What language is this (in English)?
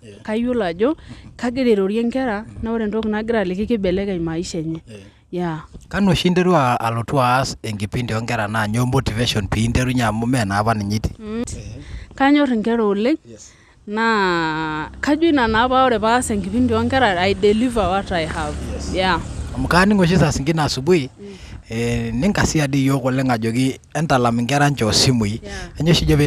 Masai